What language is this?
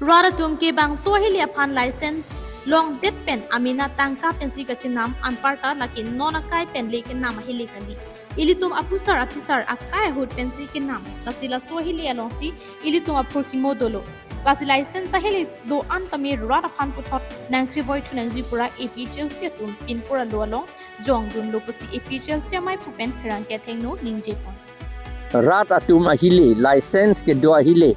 Karbi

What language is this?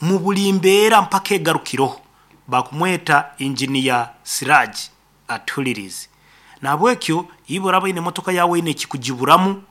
Nyoro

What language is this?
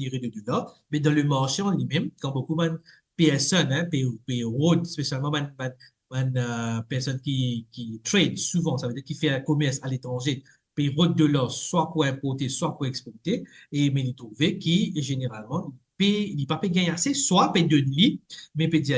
Morisyen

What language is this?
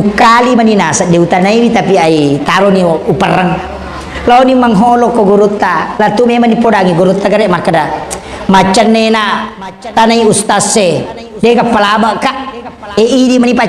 Buginese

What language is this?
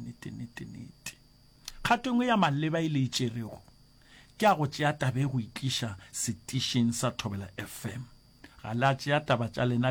Northern Sotho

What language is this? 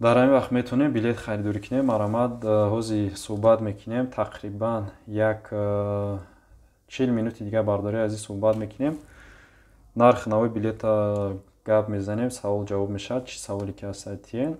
Tajik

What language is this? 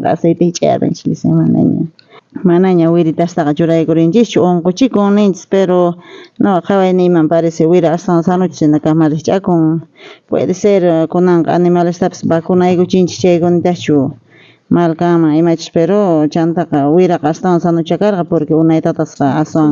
South Bolivian Quechua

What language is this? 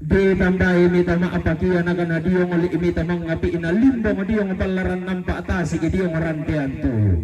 Toraja-Sa'dan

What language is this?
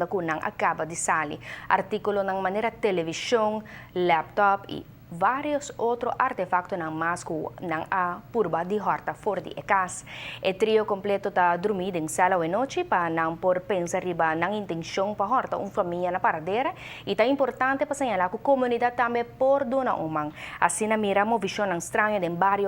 Papiamento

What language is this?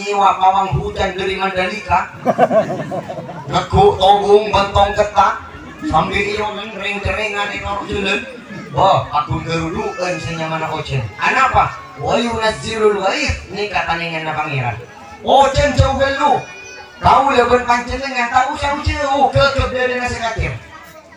Madurese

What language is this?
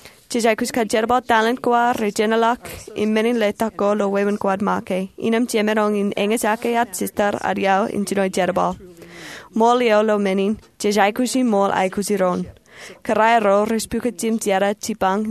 Marshallese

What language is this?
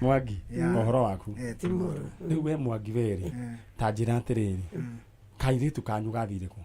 Kikuyu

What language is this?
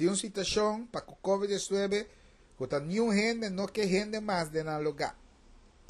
Papiamento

